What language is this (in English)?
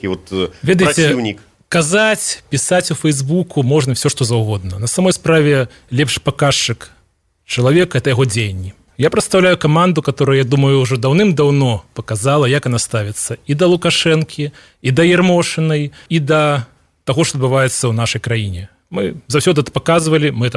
Belarusian